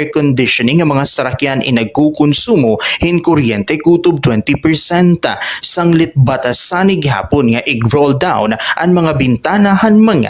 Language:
Waray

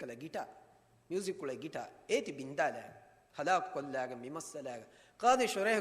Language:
Divehi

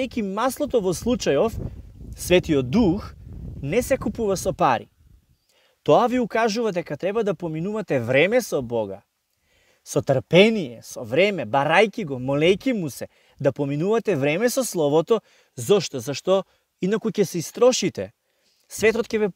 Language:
Macedonian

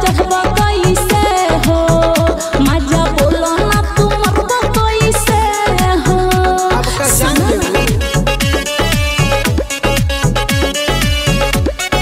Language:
Bhojpuri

